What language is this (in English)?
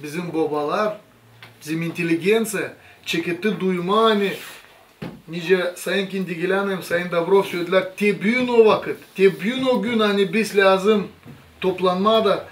Gagauz